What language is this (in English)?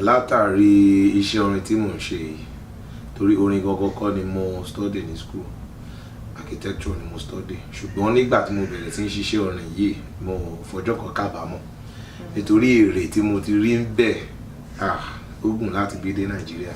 Yoruba